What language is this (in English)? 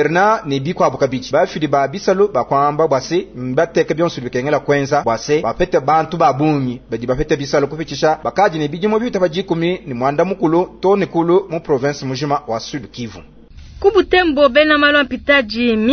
Luba-Lulua